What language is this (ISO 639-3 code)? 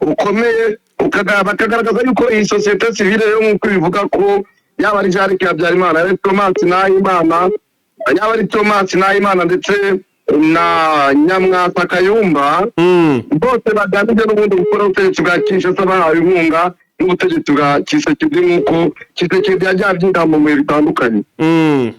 kin